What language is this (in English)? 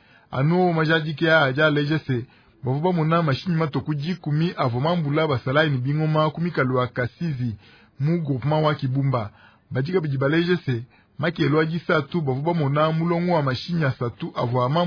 Luba-Lulua